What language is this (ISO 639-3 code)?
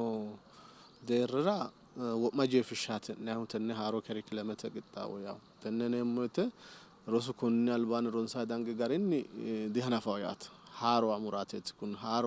sid